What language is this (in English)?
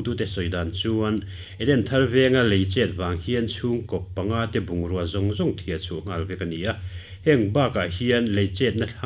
Mizo